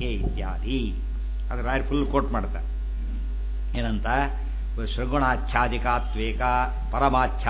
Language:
Kannada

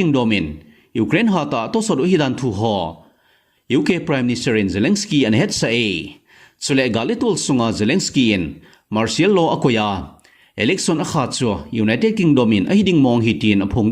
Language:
Thado Chin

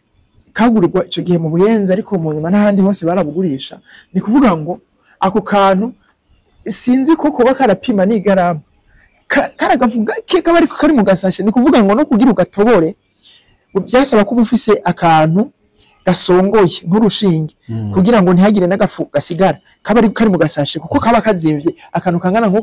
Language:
Rundi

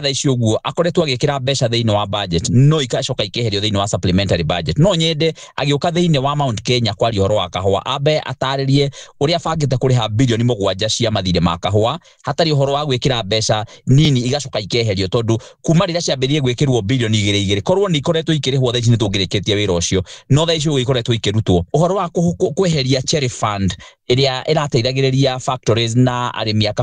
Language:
Kikuyu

